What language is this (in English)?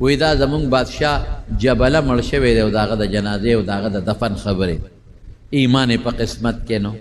Pashto